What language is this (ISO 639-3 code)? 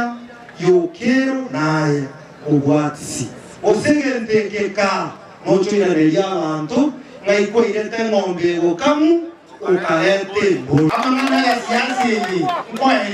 guz